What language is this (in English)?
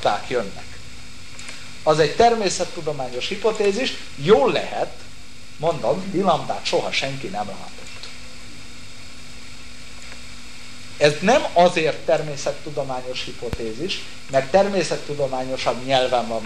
Hungarian